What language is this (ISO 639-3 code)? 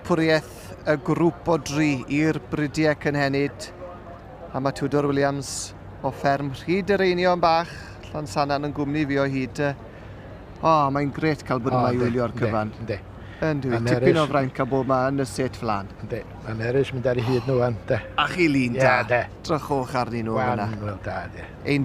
cym